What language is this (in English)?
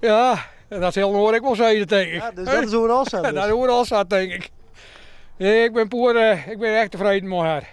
Western Frisian